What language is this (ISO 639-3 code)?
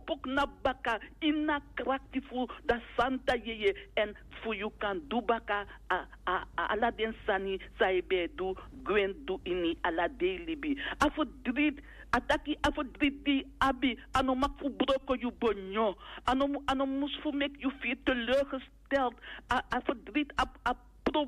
srn